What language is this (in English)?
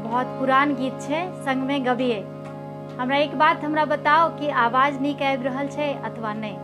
Maithili